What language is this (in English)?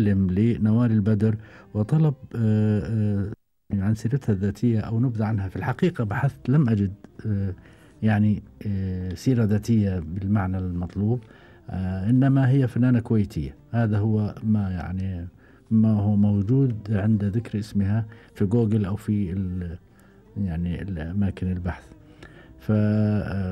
Gulf Arabic